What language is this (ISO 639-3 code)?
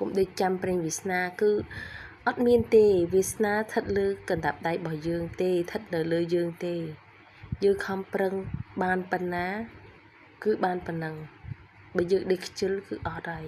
khm